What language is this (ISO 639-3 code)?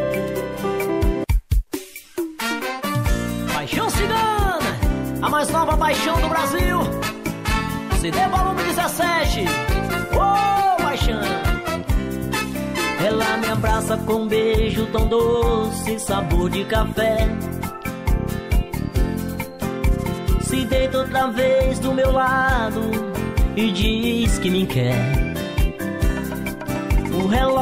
por